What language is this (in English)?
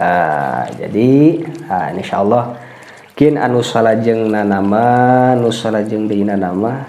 Sundanese